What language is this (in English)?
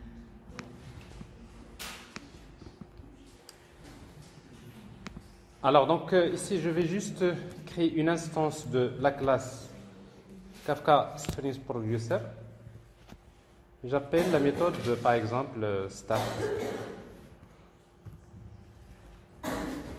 French